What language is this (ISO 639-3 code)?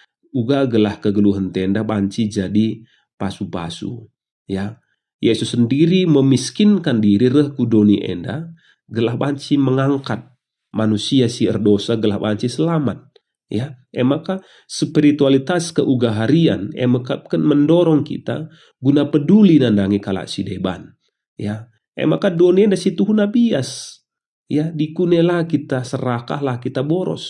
btx